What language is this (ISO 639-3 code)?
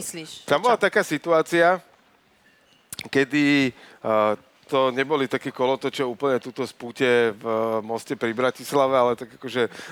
slk